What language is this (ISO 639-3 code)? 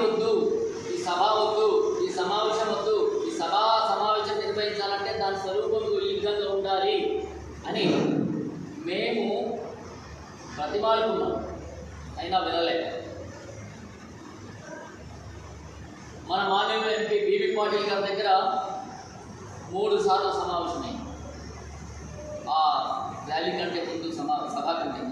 tel